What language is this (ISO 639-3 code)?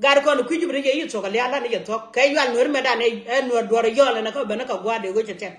nus